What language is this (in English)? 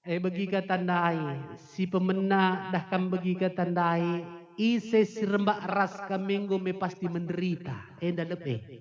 Batak Karo